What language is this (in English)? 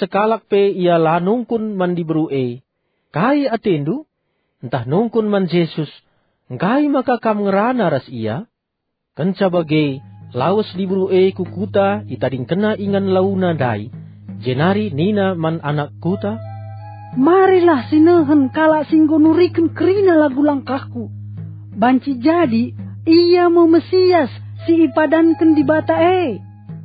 Batak Karo